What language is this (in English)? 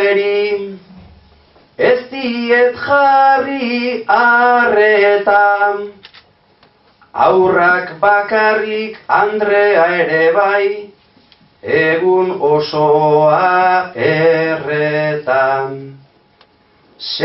Basque